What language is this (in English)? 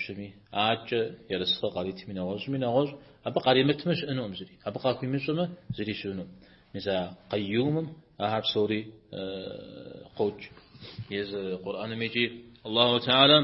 Kabardian